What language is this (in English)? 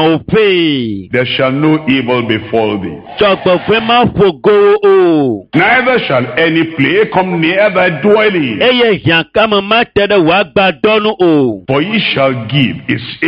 Ewe